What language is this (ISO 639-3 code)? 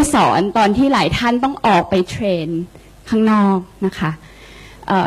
tha